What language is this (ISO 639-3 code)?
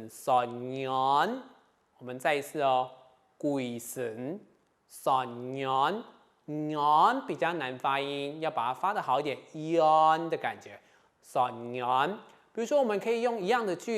hak